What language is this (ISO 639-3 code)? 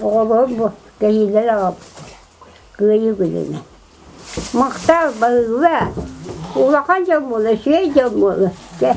sah